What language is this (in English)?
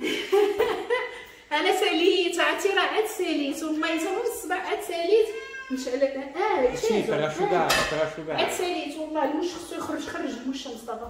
Moroccan Arabic